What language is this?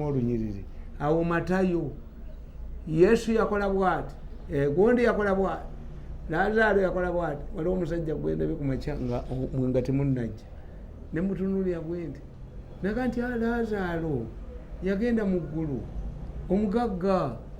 Ganda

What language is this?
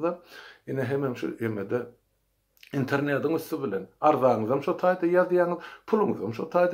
Turkmen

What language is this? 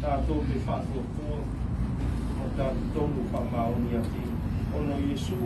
Samoan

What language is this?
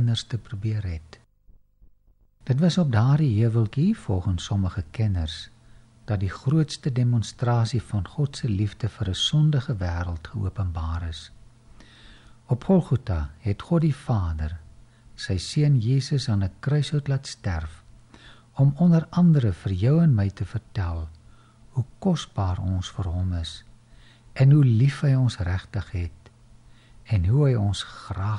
Afrikaans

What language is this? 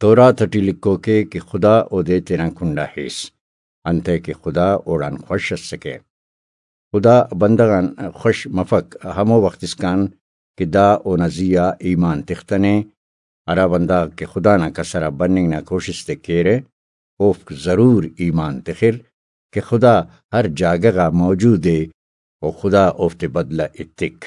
Brahui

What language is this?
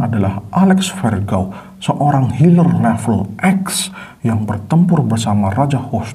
Indonesian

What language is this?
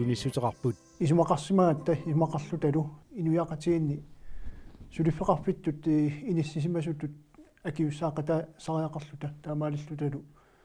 Kalaallisut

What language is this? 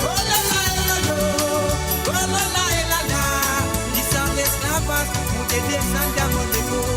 Morisyen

